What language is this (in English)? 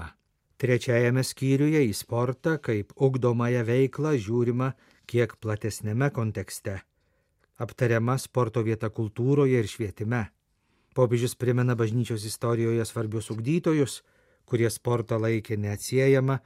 Lithuanian